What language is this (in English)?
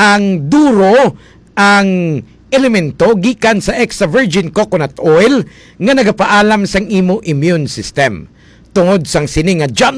Hiligaynon